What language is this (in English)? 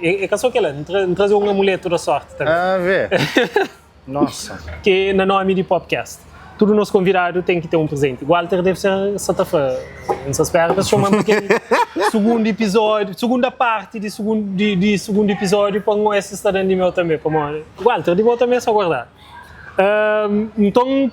Kabuverdianu